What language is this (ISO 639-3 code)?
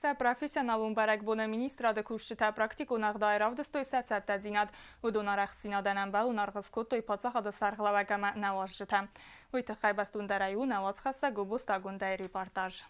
oss